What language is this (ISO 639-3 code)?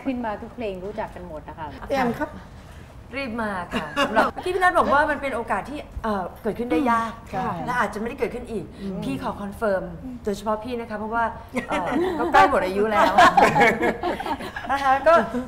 tha